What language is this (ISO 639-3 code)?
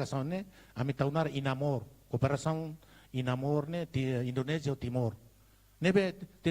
tet